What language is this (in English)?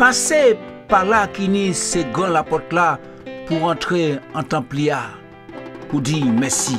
Guadeloupean Creole French